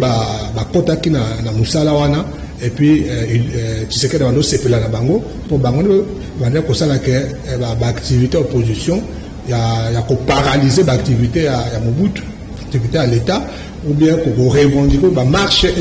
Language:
Lingala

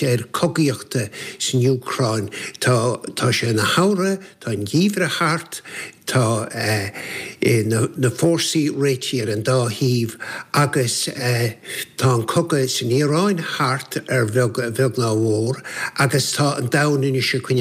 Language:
Irish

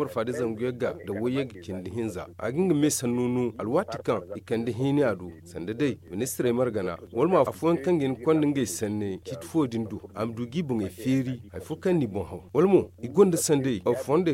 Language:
Zarma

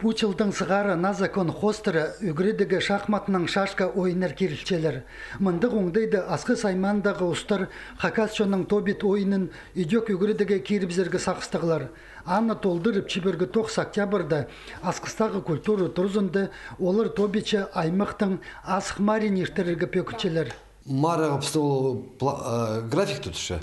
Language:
Khakas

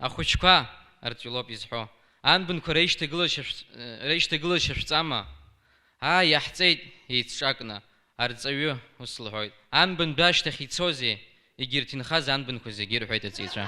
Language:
Abkhazian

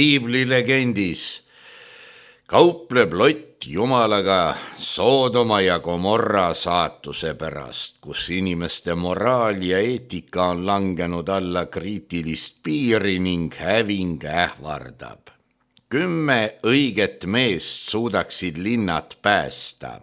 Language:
Estonian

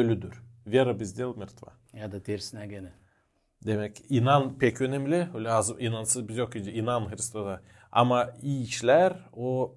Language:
Gagauz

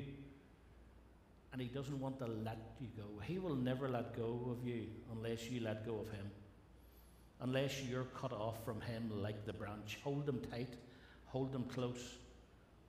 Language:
English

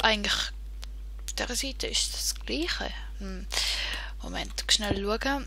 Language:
Swiss German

